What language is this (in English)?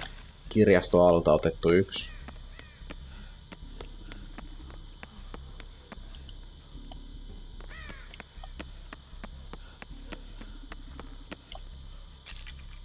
Finnish